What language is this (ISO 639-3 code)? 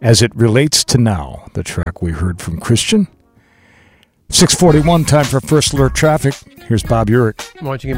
eng